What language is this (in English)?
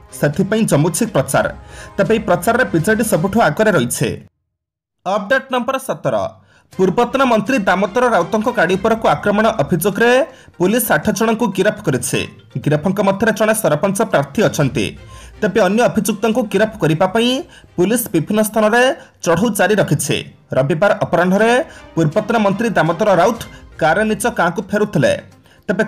Odia